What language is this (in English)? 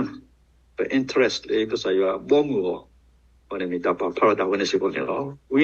S'gaw Karen